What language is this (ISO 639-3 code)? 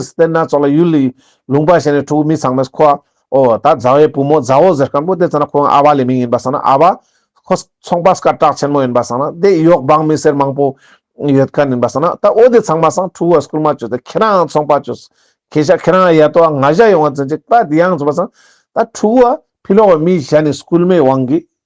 lbj